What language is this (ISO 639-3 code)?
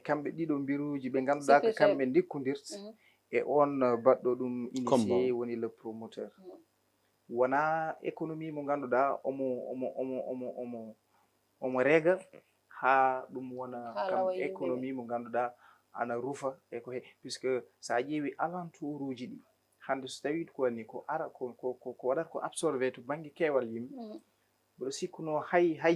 ful